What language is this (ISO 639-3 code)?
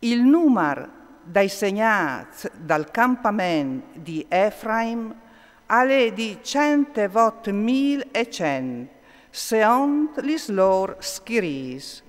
fur